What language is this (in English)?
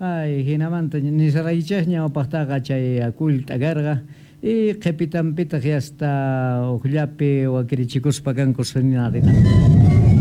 South Bolivian Quechua